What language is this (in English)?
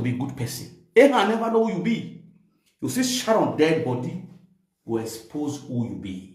Nigerian Pidgin